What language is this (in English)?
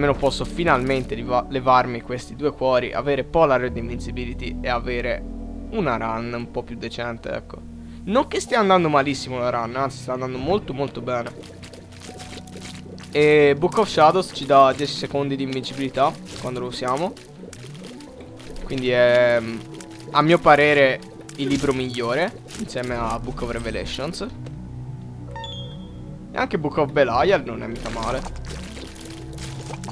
Italian